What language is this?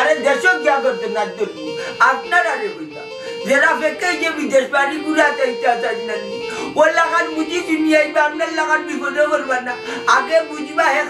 Sylheti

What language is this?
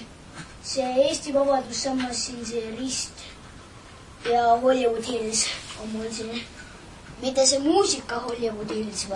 Estonian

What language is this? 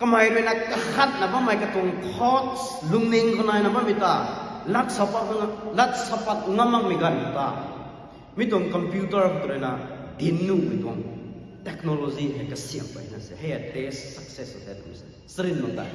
Rongmei Naga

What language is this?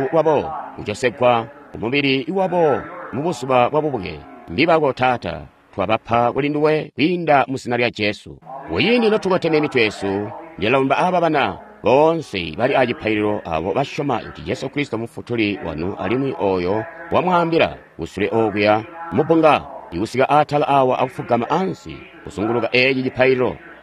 Tonga (Zambia)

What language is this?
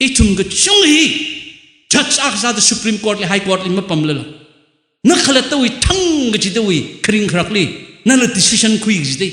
Tangkhul Naga (India)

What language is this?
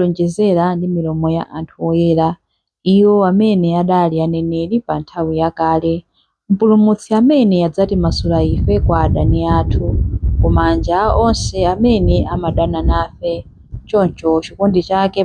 Nyanja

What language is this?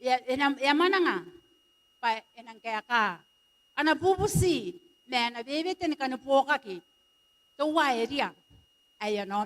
Gilbertese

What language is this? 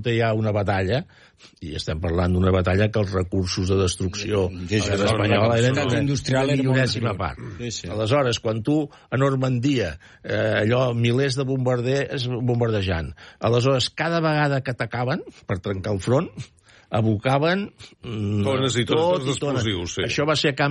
Catalan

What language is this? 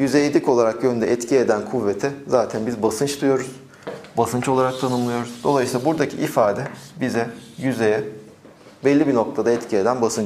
Turkish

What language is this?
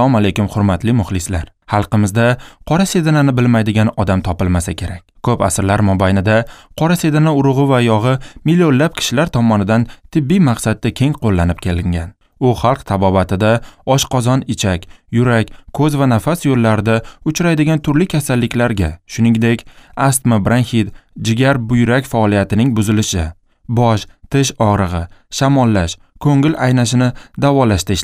Uzbek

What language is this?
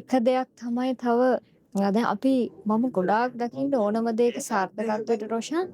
Sinhala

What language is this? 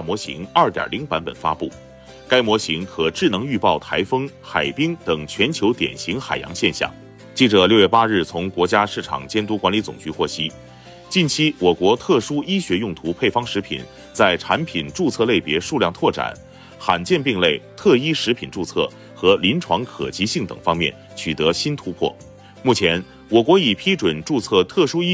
Chinese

